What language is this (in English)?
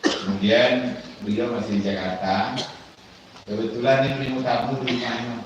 Minangkabau